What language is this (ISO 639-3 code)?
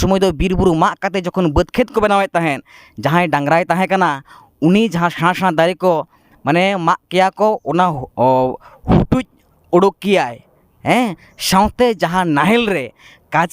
sat